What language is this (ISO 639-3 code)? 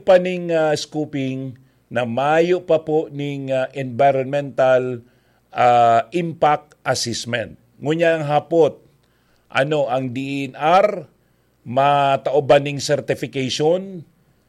bik